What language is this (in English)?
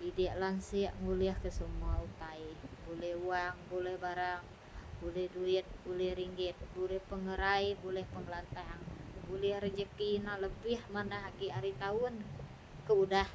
Iban